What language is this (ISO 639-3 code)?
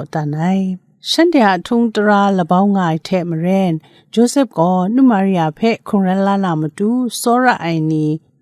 kac